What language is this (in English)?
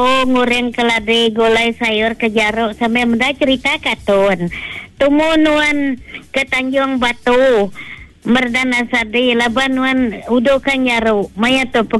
Iban